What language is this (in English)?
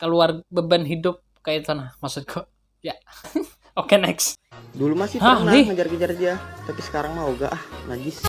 Banjar